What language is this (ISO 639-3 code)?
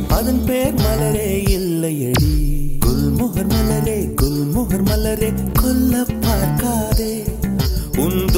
tam